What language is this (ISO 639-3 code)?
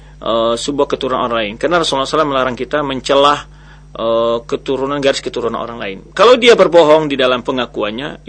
ind